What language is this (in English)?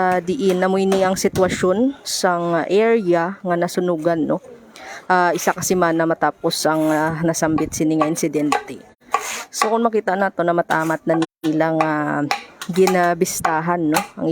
Hiligaynon